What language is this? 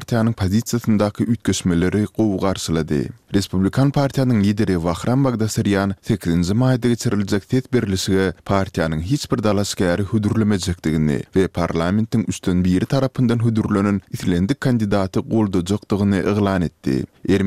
Turkmen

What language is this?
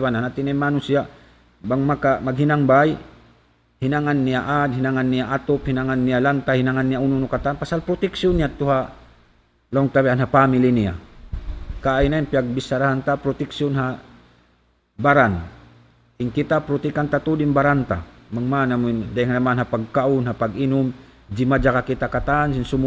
Tausug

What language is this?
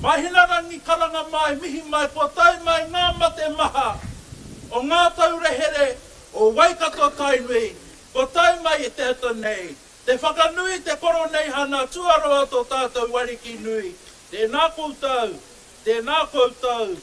Māori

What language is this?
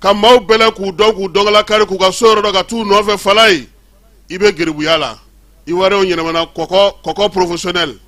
Bambara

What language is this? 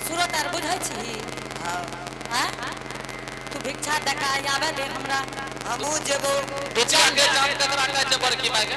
Angika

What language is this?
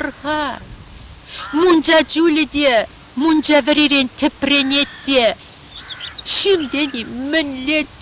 Chuvash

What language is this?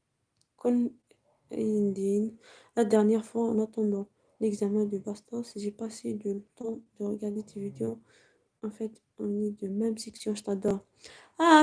Algerian Arabic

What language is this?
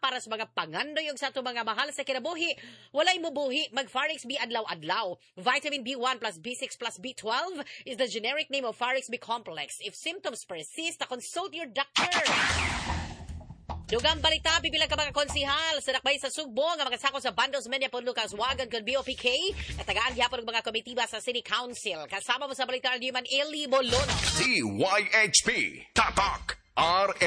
Cebuano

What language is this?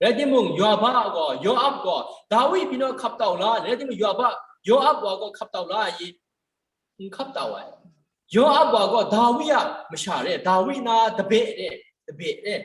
Kachin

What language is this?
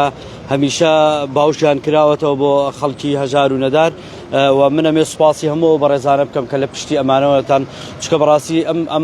Central Kurdish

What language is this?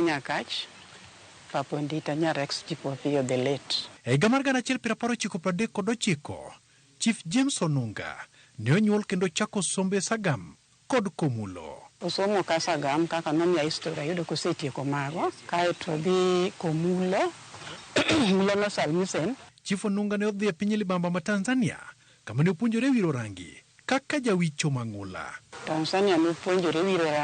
Luo (Kenya and Tanzania)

